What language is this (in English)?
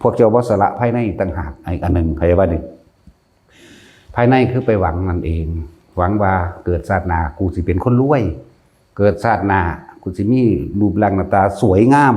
Northeastern Thai